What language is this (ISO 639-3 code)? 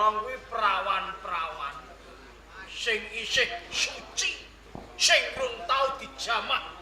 jav